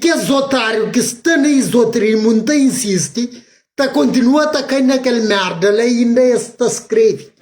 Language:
Kabuverdianu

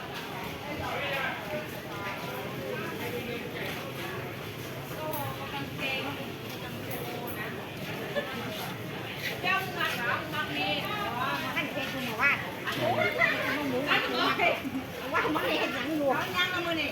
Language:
Northeastern Thai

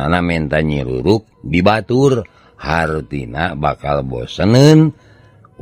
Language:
Sundanese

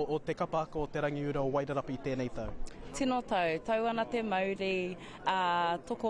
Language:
Māori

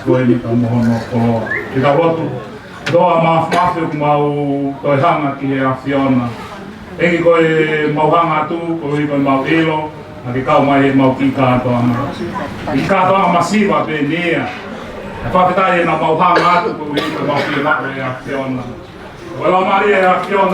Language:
Tongan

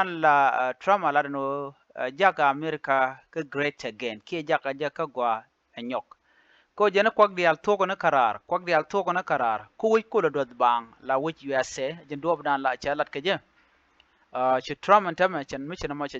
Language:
Nuer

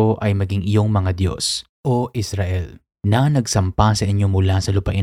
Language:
Filipino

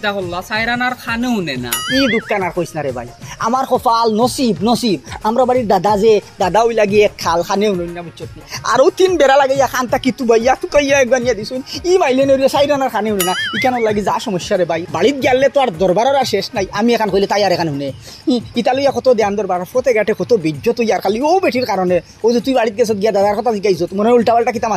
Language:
Sylheti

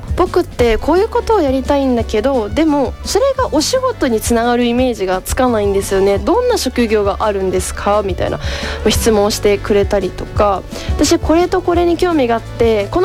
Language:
Japanese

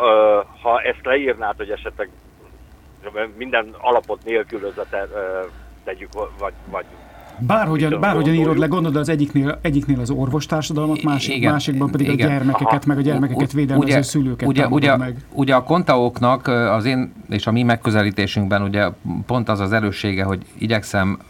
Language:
Hungarian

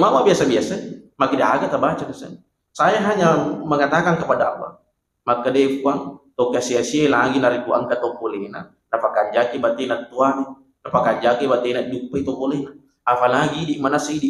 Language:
Buginese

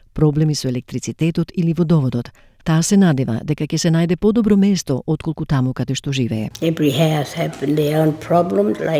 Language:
Macedonian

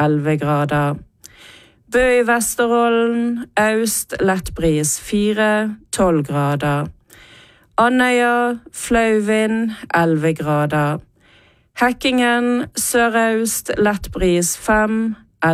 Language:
Norwegian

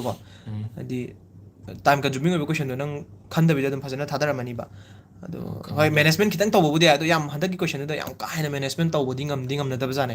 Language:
Manipuri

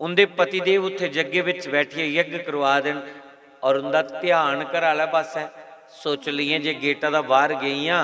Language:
Dogri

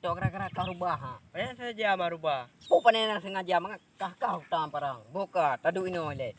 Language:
Achinese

